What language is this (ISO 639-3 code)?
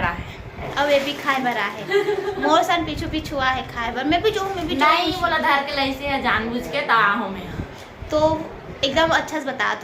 hne